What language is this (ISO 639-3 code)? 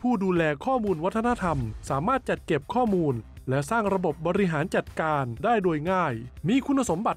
tha